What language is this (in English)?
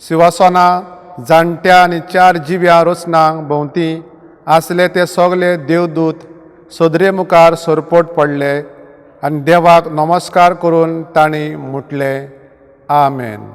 Konkani